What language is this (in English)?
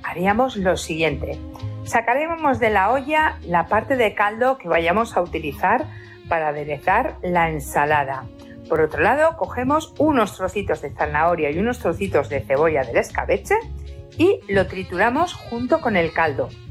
Spanish